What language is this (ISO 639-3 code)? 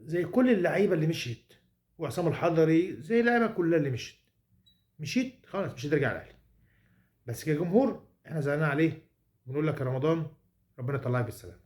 arz